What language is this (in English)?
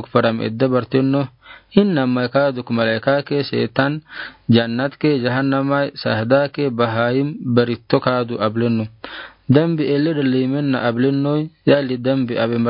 Afar